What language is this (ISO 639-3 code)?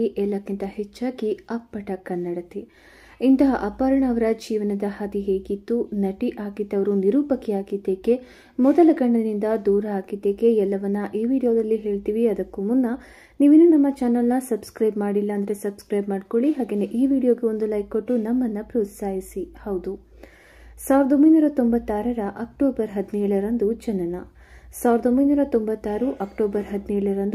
kan